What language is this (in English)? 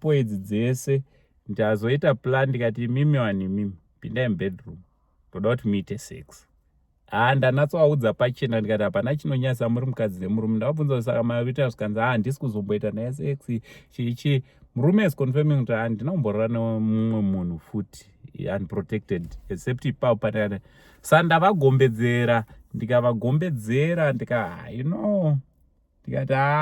Shona